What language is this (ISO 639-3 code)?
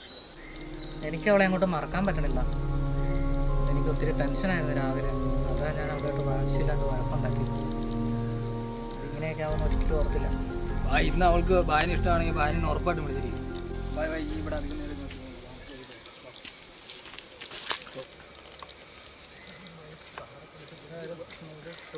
mal